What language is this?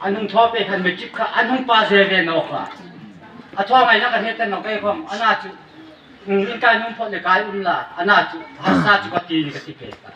Hmar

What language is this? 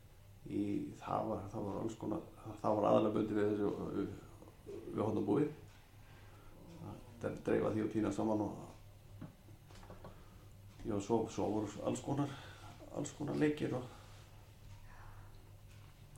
Icelandic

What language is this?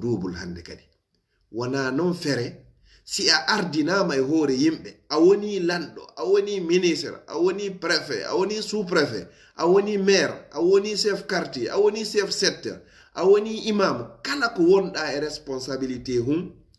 Fula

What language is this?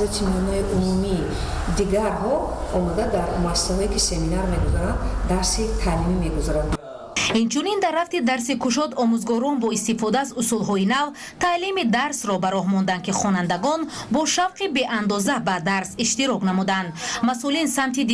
Tajik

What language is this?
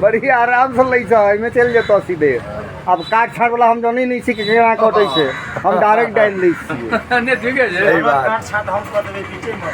Maithili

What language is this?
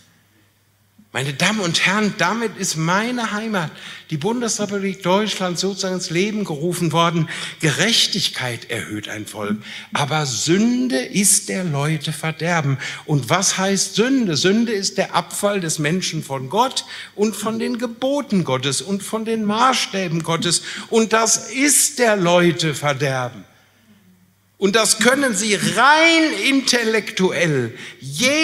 German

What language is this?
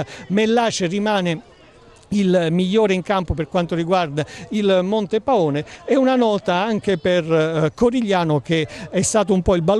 Italian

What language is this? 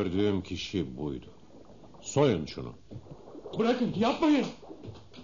Turkish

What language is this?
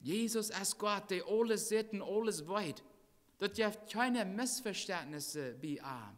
Plautdietsch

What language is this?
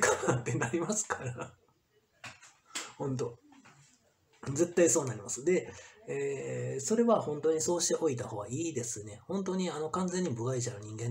Japanese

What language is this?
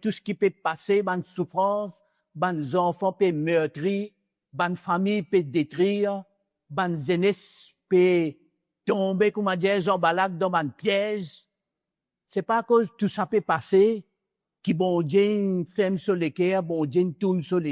Morisyen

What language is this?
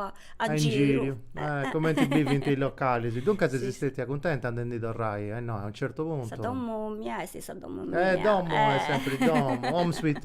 Sardinian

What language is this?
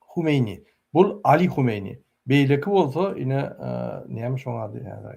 Turkmen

